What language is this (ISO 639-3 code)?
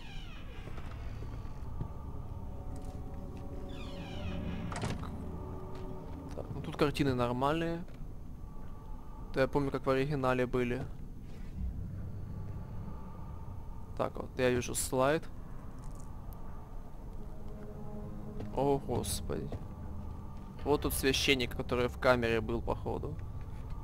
rus